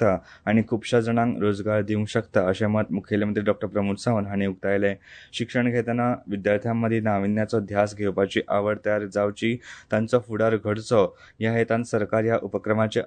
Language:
Konkani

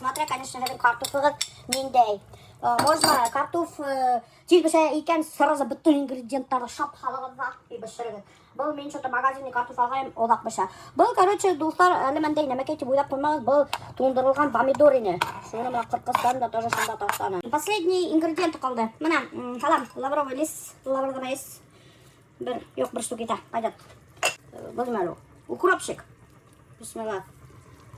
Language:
Bashkir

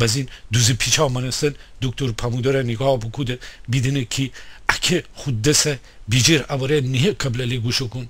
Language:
Gilaki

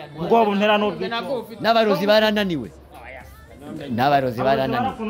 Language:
Kinyarwanda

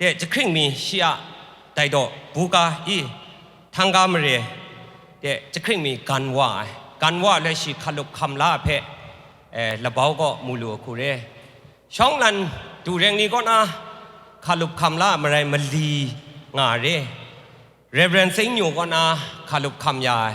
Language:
Kachin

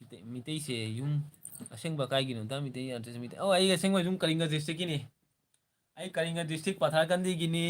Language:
Manipuri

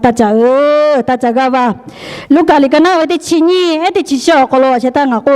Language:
Lahu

